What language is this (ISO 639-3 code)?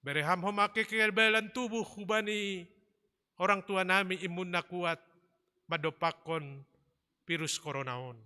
bts